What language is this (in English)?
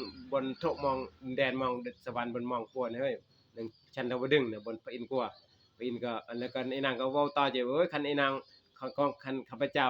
Northeastern Thai